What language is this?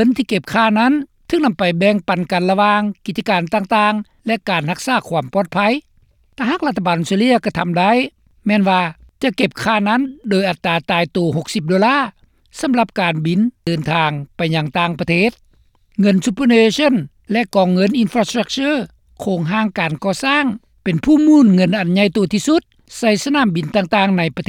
Lao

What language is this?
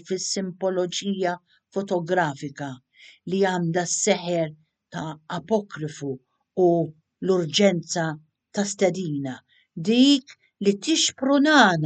Maltese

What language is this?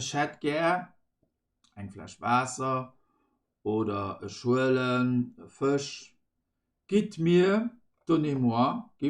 Luxembourgish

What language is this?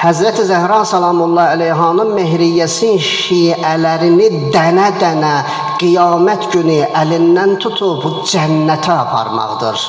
Azerbaijani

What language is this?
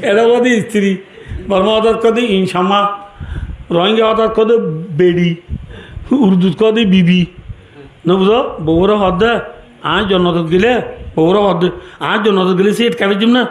Rohingya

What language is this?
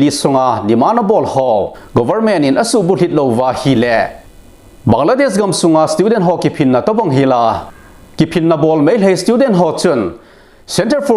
Thado Chin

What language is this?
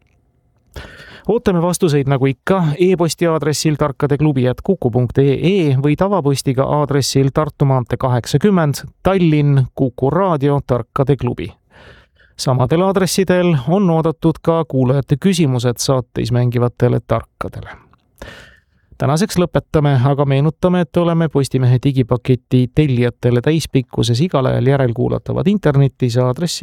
Estonian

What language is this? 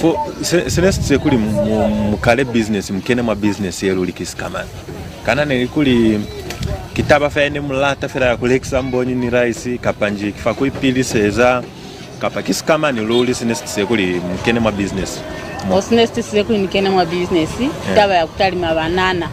Lozi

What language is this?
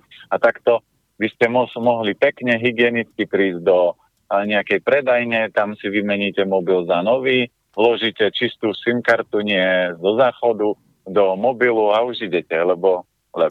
Slovak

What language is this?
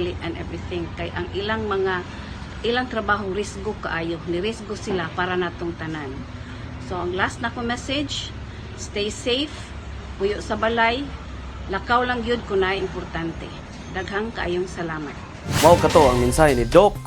Cebuano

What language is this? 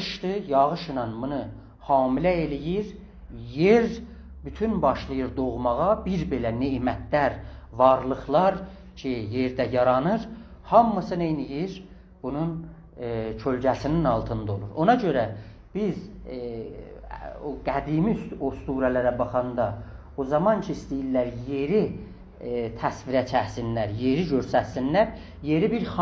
South Azerbaijani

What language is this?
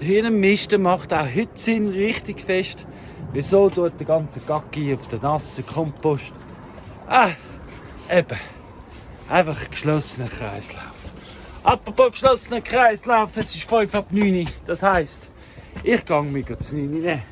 Swiss German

